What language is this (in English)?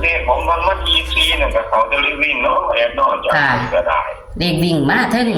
Northeastern Thai